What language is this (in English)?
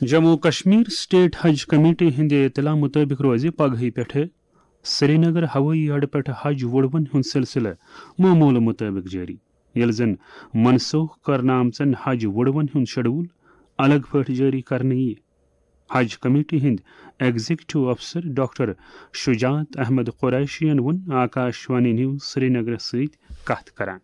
Kashmiri